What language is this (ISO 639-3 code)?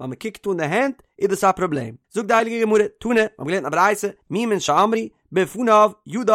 yid